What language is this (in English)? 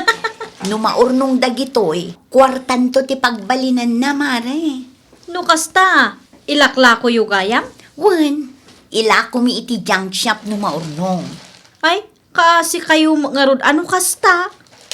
Iloko